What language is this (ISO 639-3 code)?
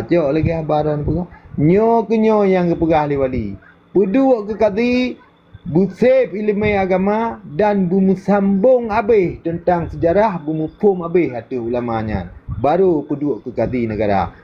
ace